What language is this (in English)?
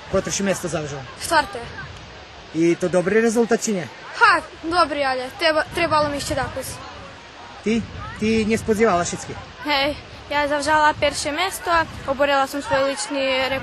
Rusyn